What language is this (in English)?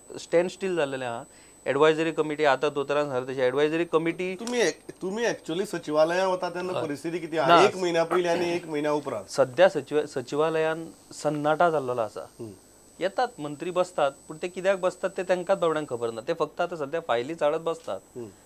Konkani